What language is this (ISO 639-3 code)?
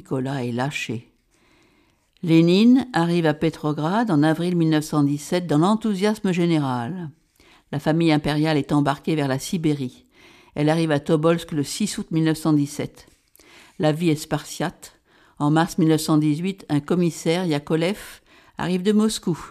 fra